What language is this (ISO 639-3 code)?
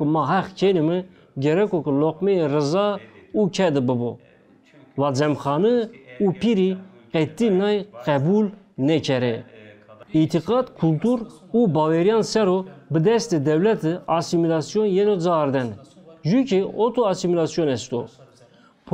zza